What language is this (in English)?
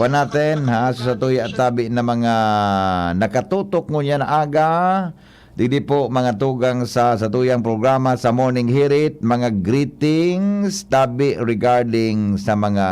Bikol